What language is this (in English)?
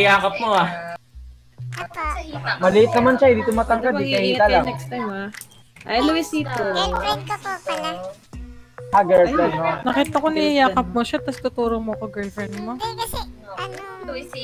Filipino